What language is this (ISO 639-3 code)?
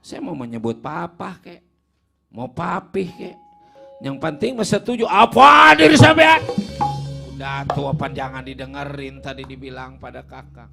bew